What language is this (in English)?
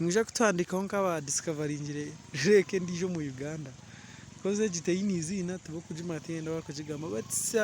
Nyankole